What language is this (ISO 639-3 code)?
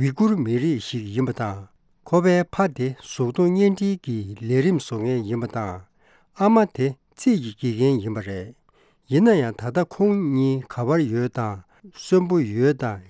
bod